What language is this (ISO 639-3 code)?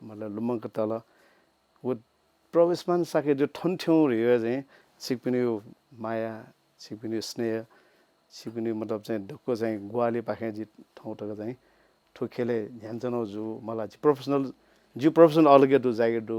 new